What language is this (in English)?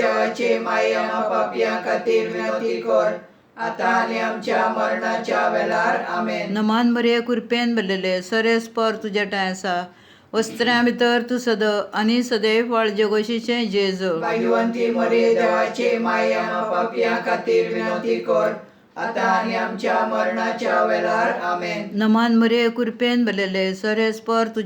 Konkani